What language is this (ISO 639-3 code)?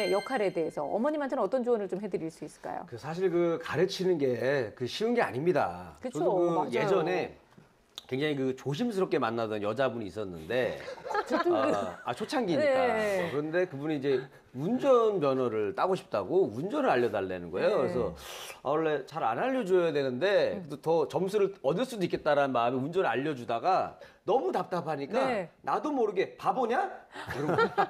kor